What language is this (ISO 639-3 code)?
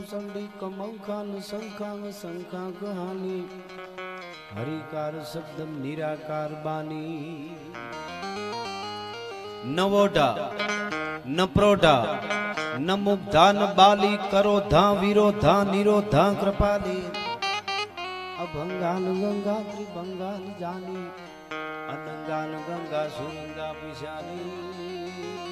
guj